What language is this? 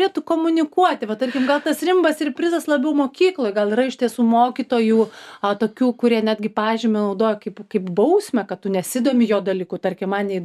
Lithuanian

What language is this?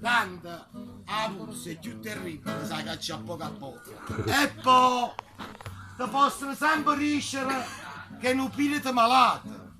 Neapolitan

